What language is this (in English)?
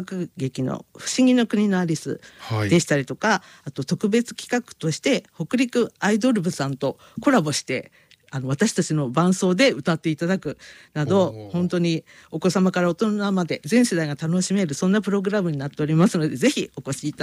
Japanese